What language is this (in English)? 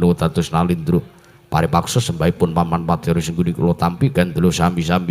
Javanese